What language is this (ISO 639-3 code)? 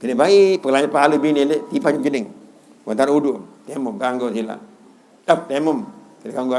sas